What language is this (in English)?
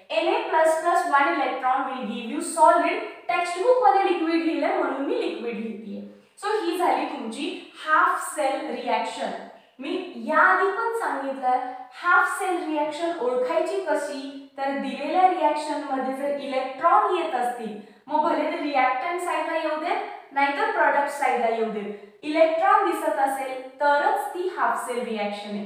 Marathi